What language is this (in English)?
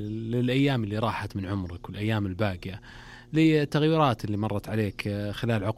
Najdi Arabic